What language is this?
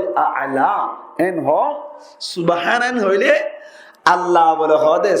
Rohingya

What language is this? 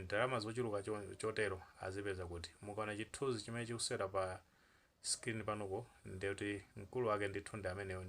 Nyanja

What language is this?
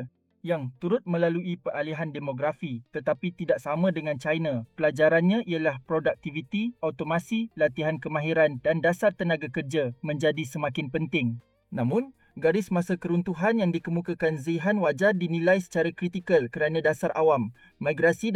Malay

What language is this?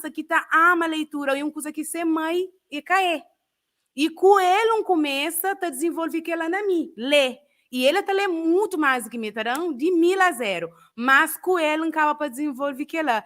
Kabuverdianu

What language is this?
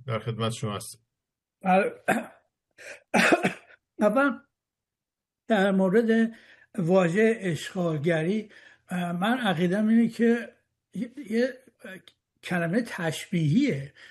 Persian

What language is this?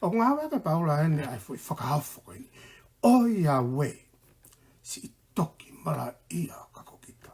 Tongan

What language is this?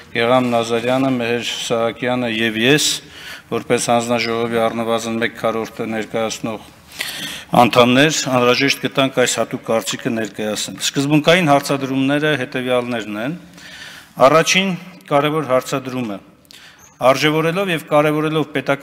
Armenian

